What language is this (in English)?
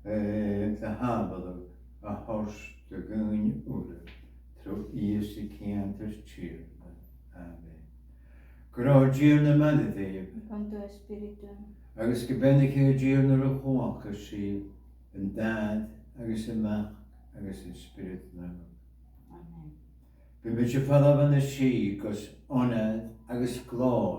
Scottish Gaelic